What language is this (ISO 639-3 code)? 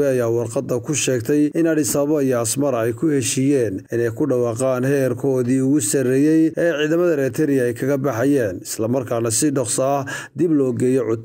som